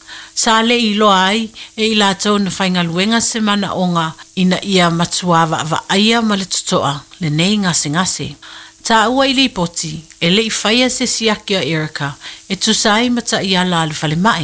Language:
Samoan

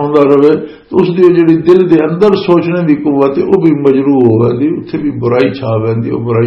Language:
Western Panjabi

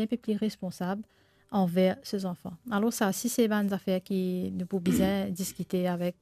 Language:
Morisyen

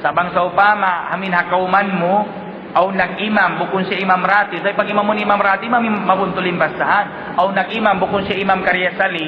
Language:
Tausug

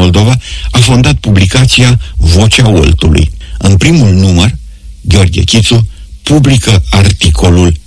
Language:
Romanian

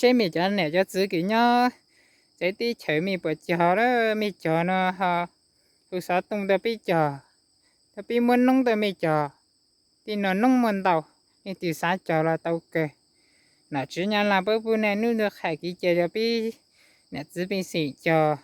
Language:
Hmong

